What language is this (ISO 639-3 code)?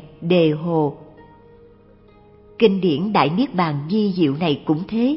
vie